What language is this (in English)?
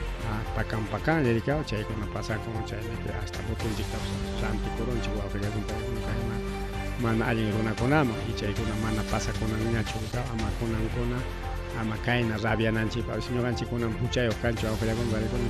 Ayacucho Quechua